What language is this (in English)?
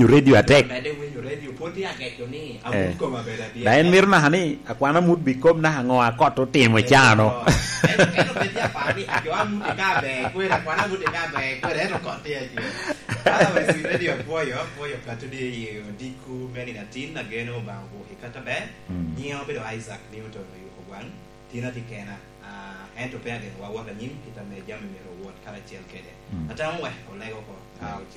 Lango (Uganda)